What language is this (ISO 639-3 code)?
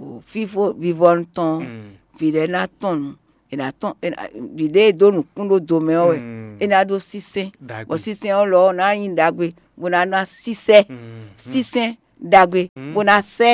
fon